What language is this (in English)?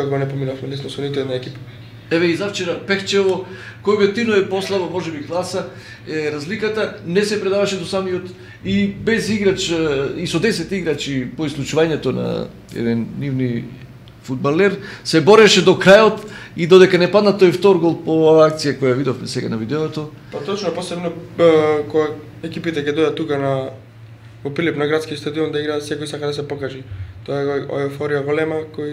Macedonian